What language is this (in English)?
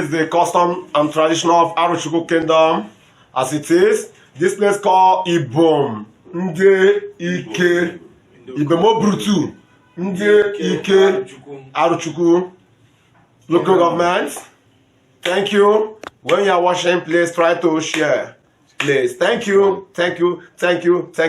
Igbo